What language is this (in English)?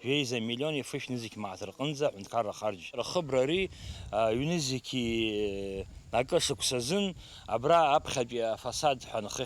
Abkhazian